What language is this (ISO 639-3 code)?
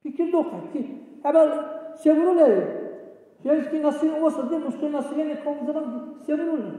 dar